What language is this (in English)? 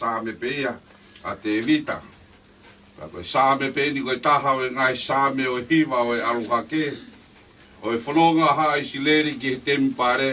Tongan